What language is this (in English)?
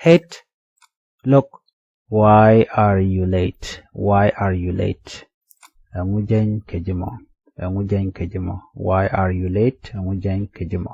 Nuer